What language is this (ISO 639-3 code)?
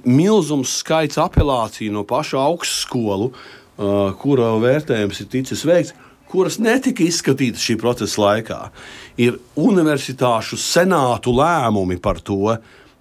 lav